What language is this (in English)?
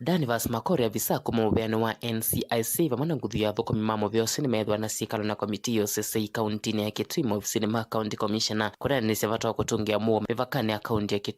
Kamba